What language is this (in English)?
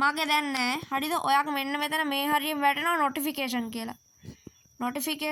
Sinhala